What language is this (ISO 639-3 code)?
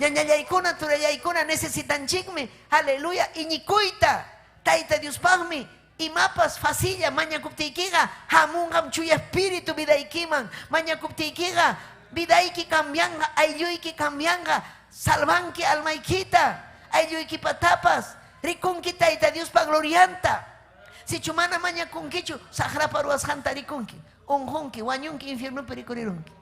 quy